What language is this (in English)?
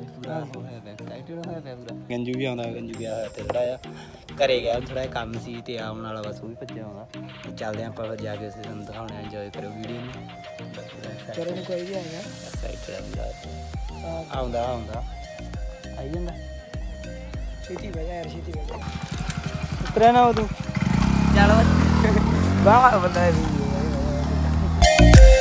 Punjabi